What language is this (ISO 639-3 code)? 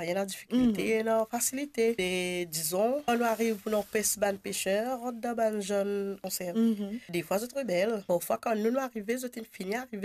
mfe